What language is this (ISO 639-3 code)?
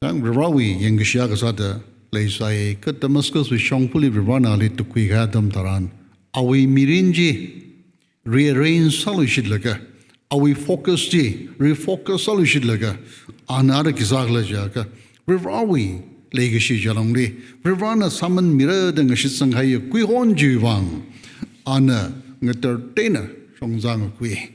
nmf